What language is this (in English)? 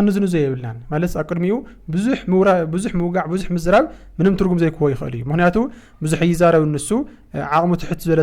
Tigrinya